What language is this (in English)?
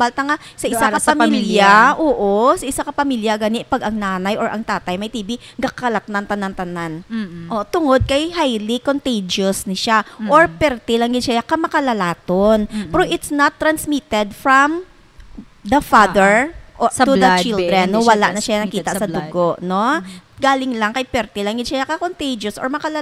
Hiligaynon